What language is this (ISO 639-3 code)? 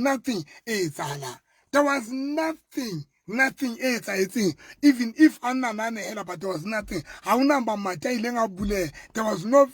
sot